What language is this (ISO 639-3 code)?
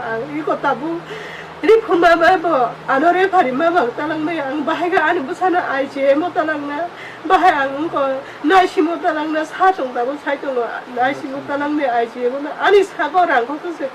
trp